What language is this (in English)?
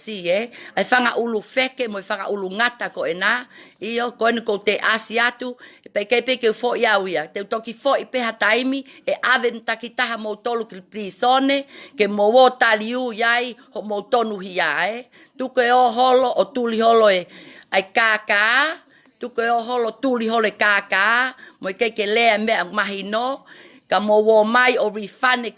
Tongan